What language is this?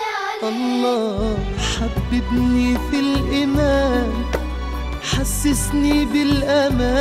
Arabic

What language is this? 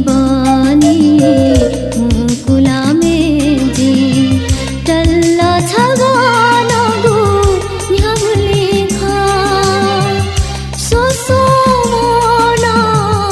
Newari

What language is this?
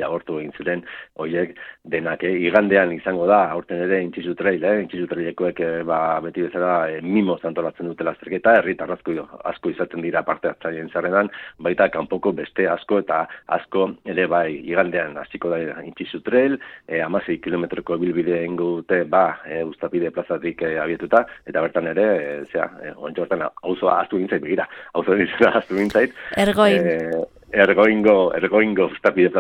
Basque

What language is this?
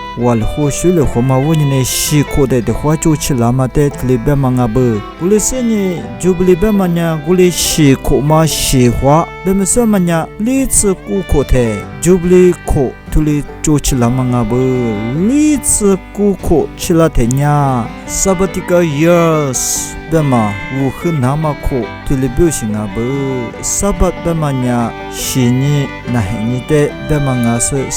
Lisu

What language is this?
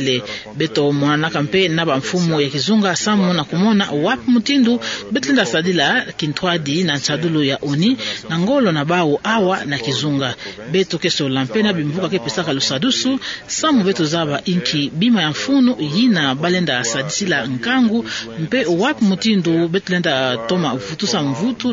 Kituba (Democratic Republic of Congo)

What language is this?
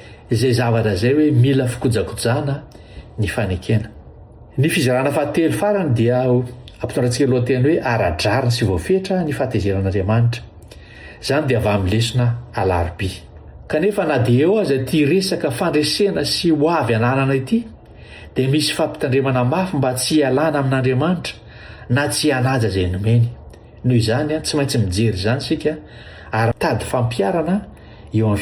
Malagasy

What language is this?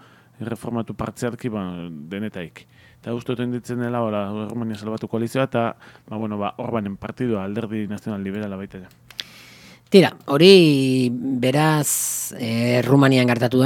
Basque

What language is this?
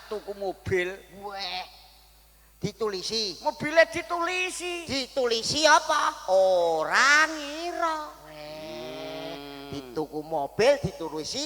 Javanese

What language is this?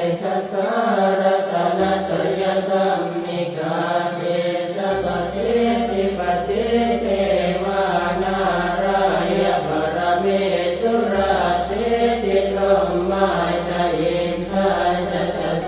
Pali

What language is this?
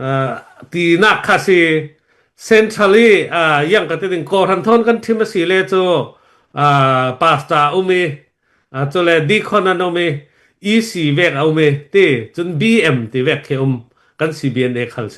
Falam Chin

